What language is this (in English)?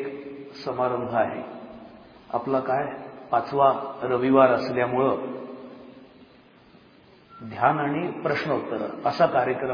Marathi